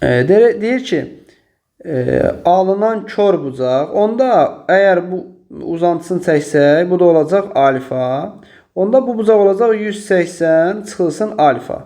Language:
Azerbaijani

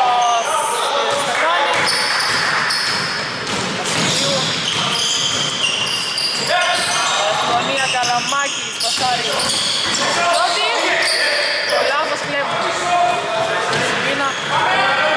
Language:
Greek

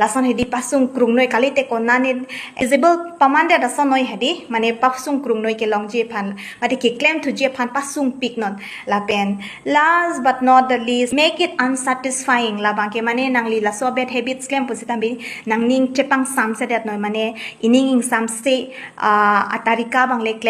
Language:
Karbi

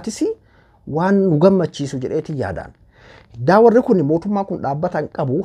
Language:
Oromo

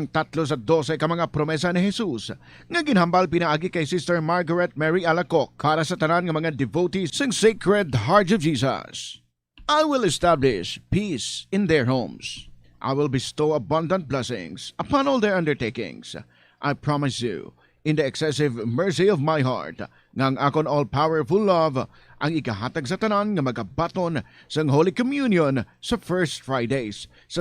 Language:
Hiligaynon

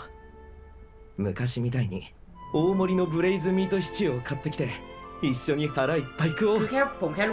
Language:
Thai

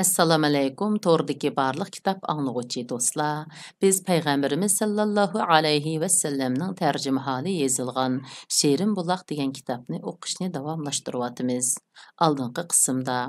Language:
Uyghur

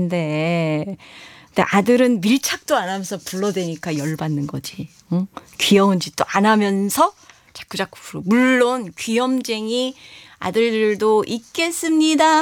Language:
Korean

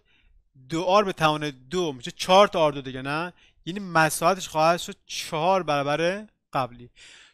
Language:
Persian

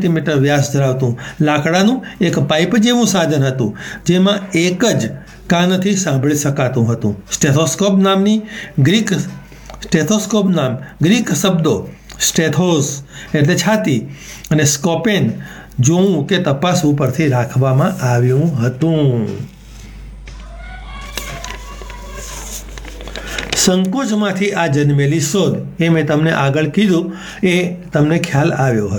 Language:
Gujarati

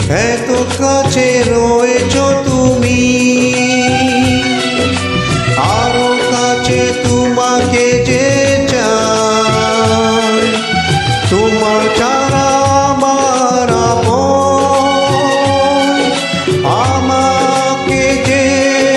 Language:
Bangla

